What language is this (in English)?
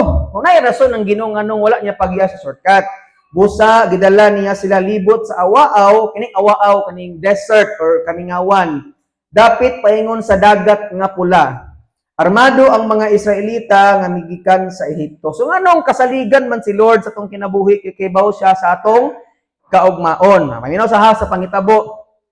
Cebuano